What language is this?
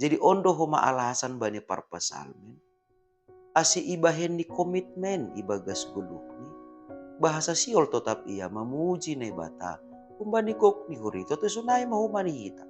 Batak Simalungun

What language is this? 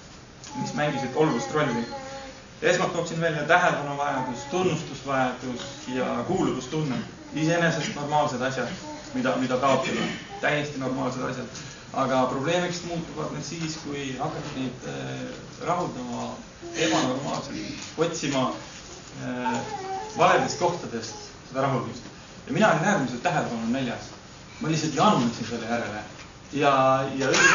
Estonian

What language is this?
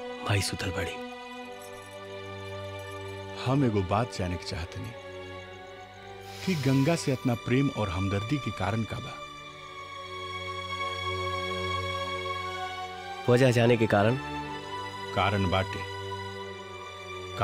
Bhojpuri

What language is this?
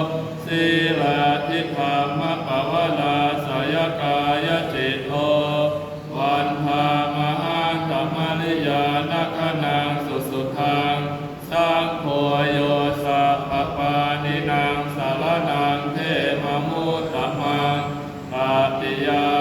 Pali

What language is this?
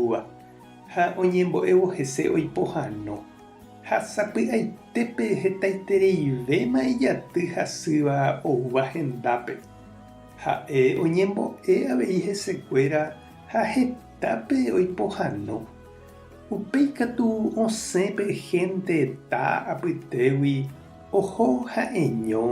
Guarani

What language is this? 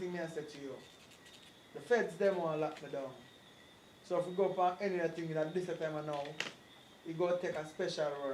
Jamaican Creole English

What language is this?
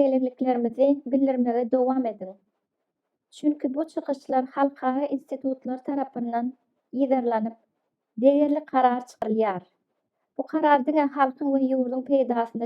Turkmen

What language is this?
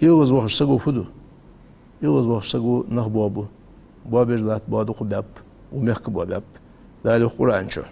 Ingush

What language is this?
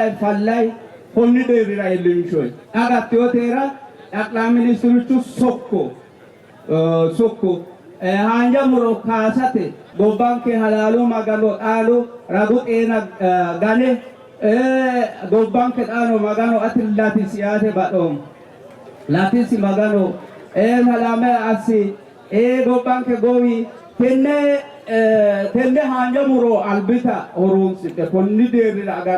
Sidamo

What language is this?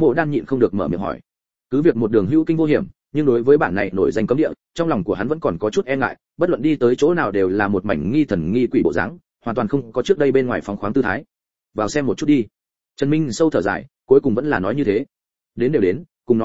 Vietnamese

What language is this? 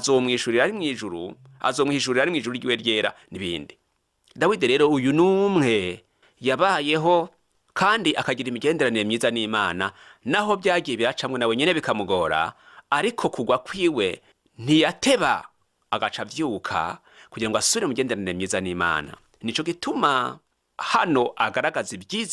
Rundi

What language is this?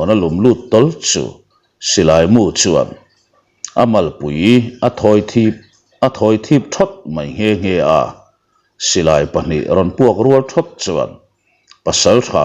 Mizo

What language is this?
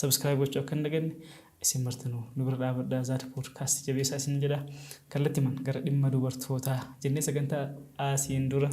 Oromo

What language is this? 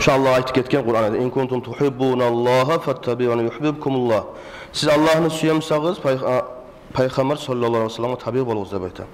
Kumyk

